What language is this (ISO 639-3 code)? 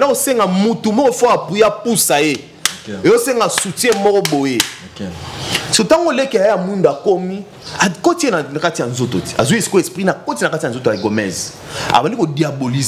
lin